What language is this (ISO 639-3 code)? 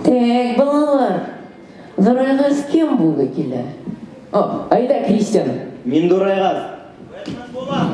bak